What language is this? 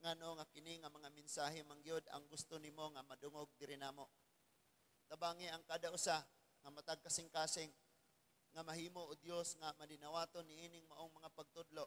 Cebuano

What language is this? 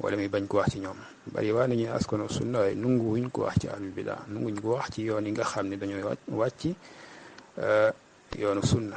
Wolof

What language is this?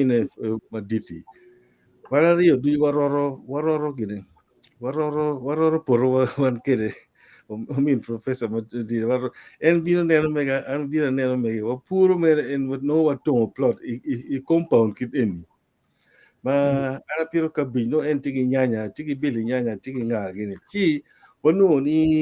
Acoli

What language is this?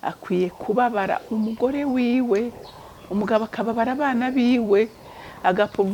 Rundi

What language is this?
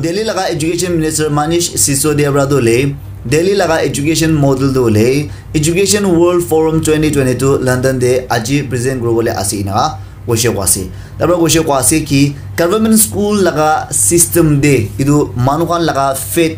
Naga Pidgin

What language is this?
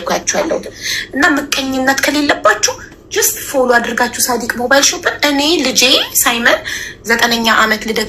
Amharic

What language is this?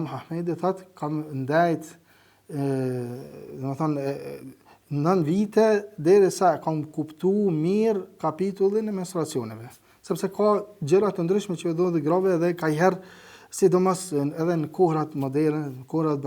Albanian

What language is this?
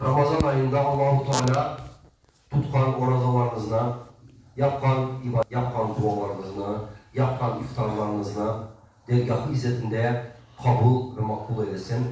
Crimean Tatar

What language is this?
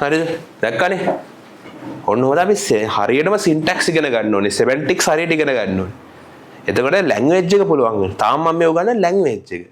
Sinhala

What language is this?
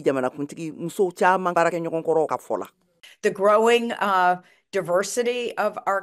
Bambara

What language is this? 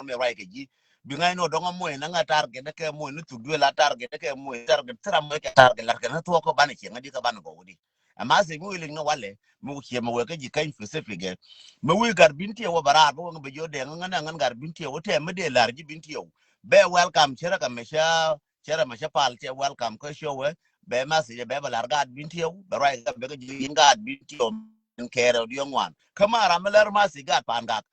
Nuer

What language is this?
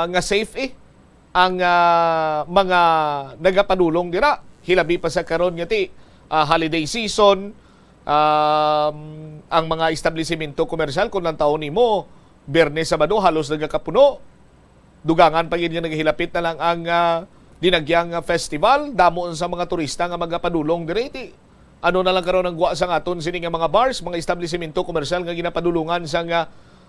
Hiligaynon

